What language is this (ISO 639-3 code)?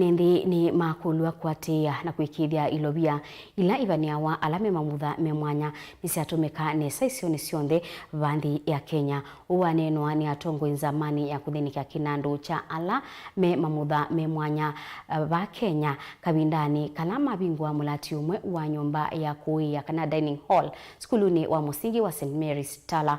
kam